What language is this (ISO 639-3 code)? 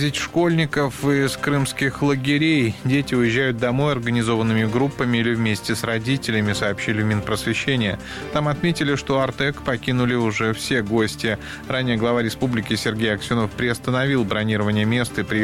rus